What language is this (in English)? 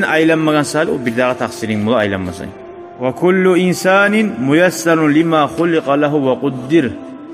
Kumyk